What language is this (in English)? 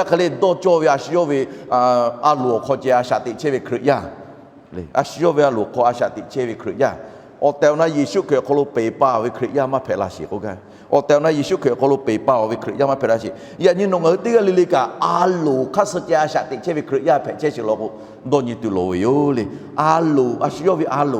Lahu